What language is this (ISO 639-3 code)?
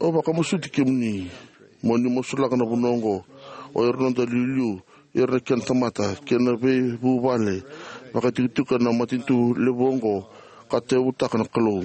fij